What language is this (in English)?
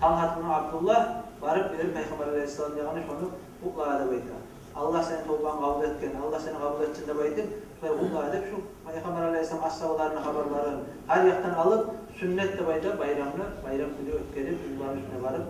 Kumyk